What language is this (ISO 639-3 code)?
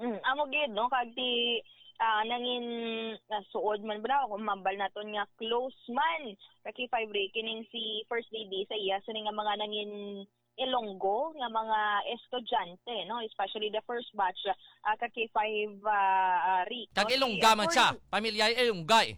hil